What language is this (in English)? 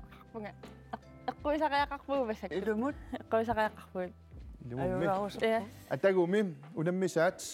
Kalaallisut